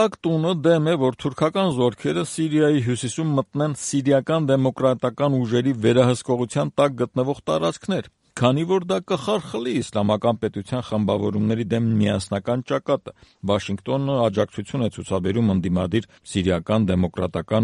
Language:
Armenian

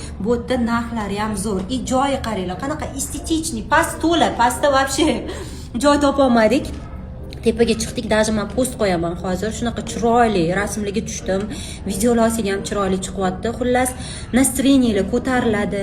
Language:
Uzbek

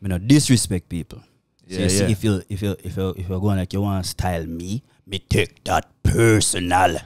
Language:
Jamaican Creole English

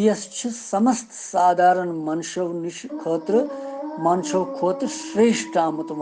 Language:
Kashmiri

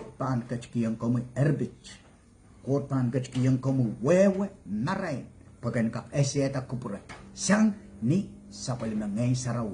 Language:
Pohnpeian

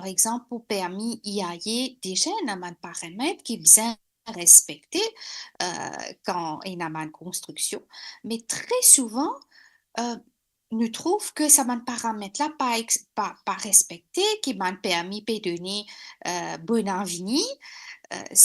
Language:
Morisyen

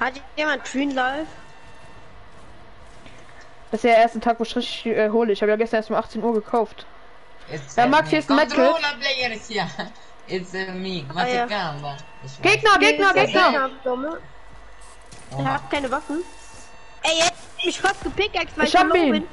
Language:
German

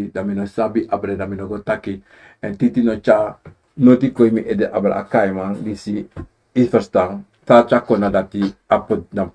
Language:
Sranan Tongo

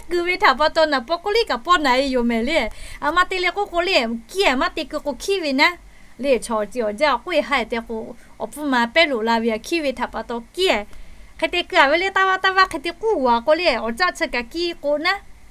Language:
Lahu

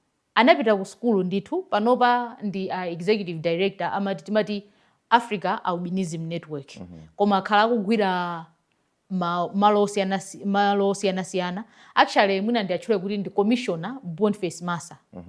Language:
Nyanja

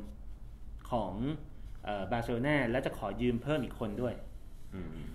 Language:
Thai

